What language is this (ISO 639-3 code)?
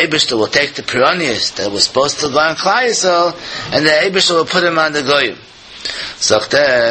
yid